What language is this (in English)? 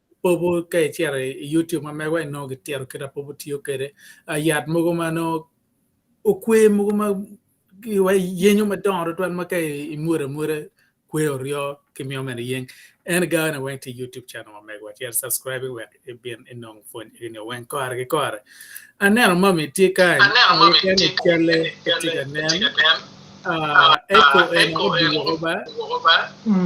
Acoli